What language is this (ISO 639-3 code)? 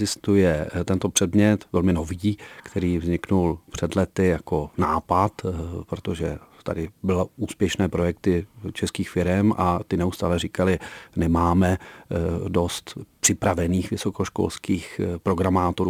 ces